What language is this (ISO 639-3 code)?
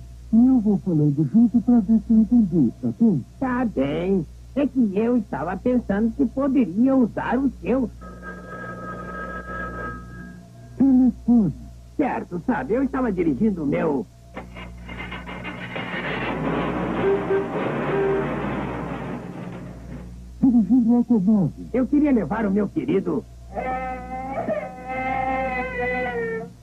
por